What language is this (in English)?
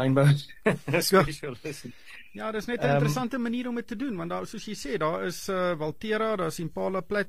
Afrikaans